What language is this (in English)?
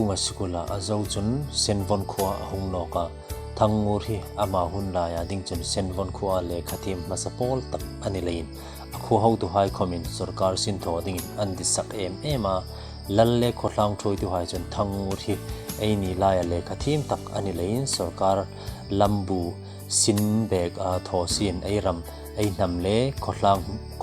Hmar